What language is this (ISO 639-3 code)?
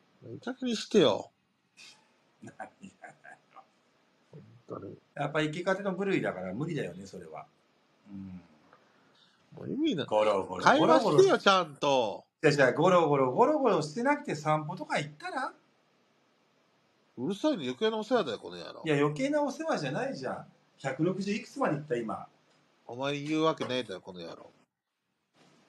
jpn